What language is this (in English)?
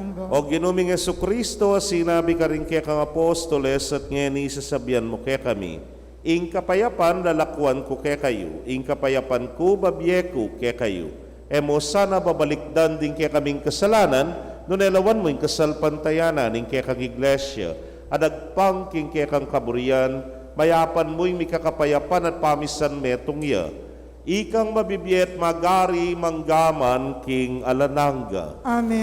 Pampanga